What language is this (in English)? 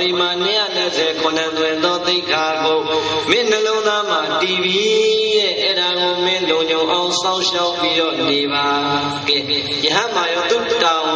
Burmese